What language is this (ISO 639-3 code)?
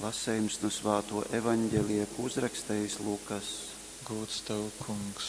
ltg